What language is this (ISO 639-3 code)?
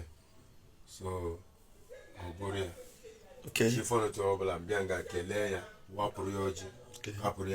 ibo